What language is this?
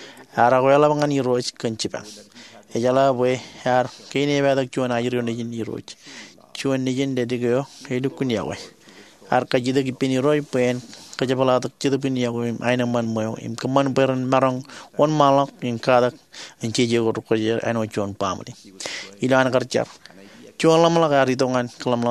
Marshallese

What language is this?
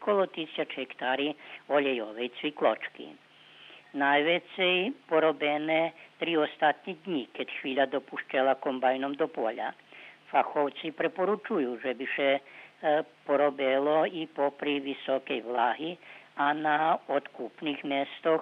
Rusyn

